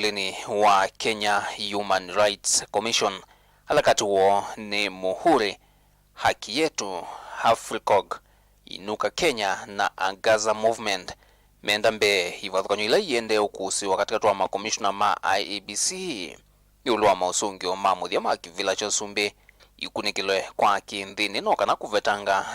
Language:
Kamba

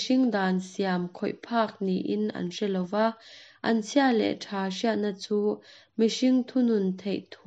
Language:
Mizo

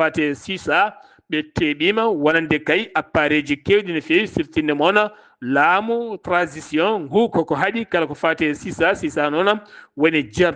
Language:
Fula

